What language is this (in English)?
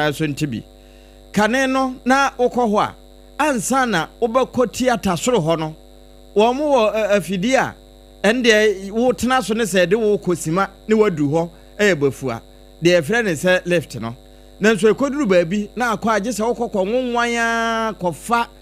Akan